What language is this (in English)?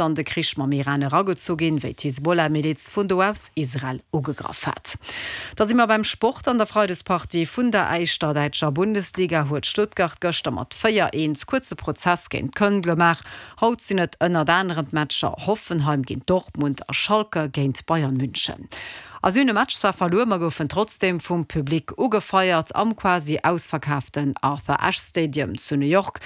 Luxembourgish